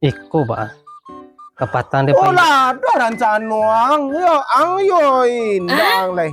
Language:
Minangkabau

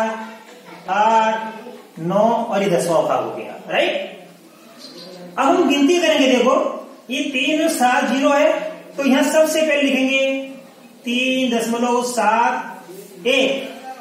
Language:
Hindi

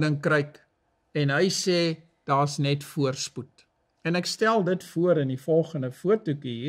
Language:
Afrikaans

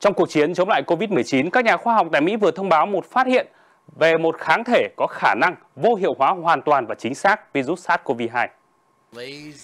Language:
Vietnamese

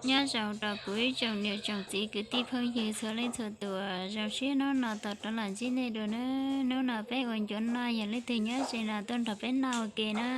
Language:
Hmong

